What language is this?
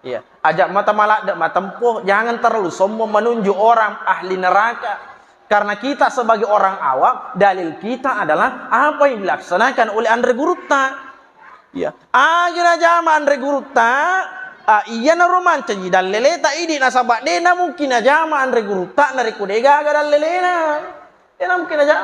Buginese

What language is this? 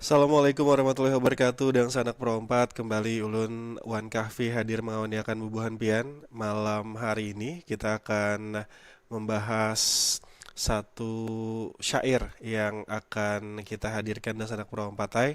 Banjar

